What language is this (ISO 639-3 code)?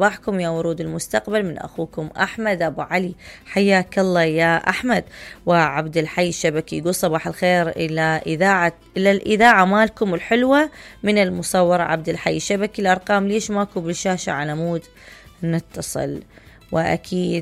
acm